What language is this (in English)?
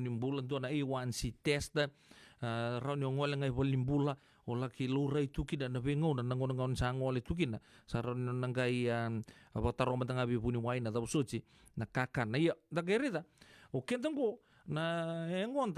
Fijian